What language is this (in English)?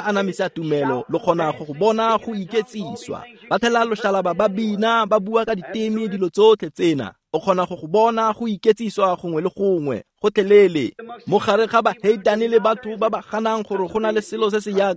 Tswana